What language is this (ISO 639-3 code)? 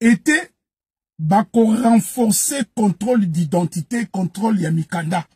lin